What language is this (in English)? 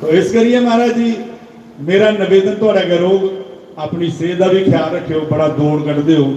Dogri